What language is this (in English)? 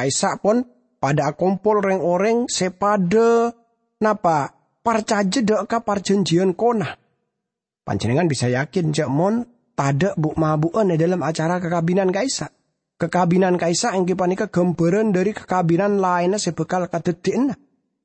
Madurese